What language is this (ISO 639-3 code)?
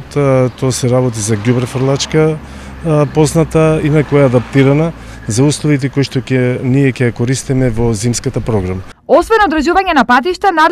mkd